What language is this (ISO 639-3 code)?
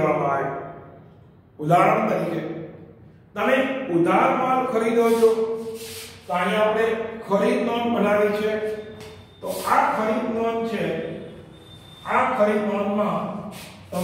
guj